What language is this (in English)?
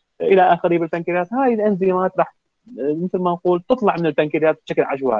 Mesopotamian Arabic